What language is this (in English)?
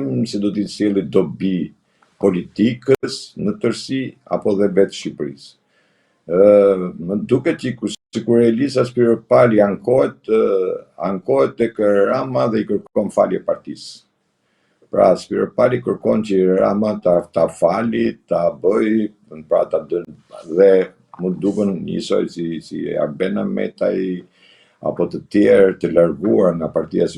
Albanian